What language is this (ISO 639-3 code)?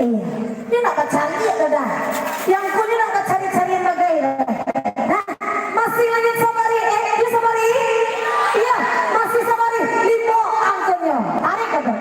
min